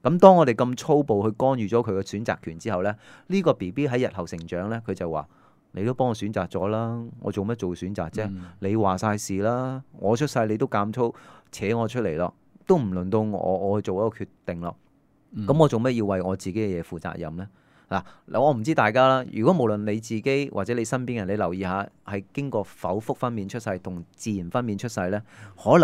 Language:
Cantonese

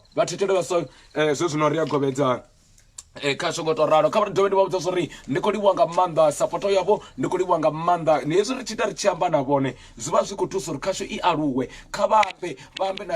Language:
Venda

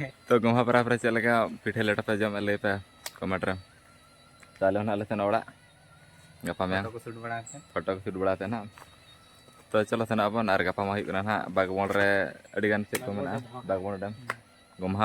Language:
Santali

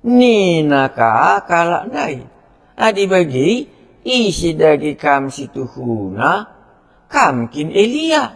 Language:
Batak Karo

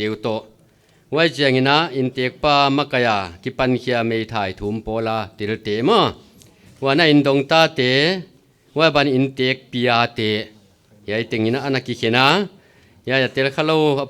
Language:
Paite Chin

